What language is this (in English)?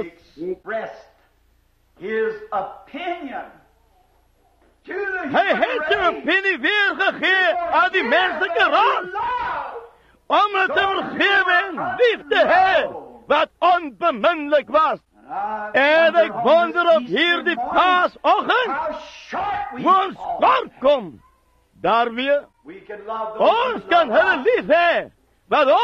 Afrikaans